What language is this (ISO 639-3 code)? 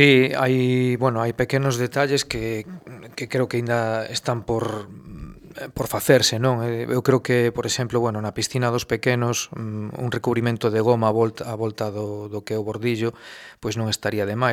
glg